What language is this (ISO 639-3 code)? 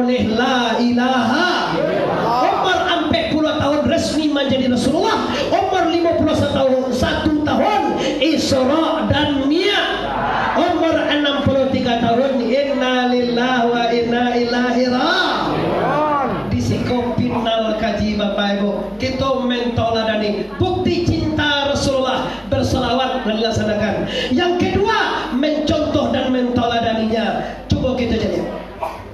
min